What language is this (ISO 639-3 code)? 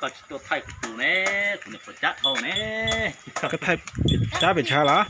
hmn